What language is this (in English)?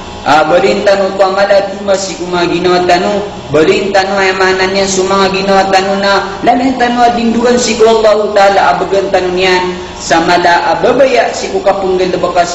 Maranao